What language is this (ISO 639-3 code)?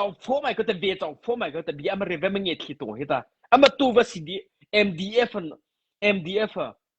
mrh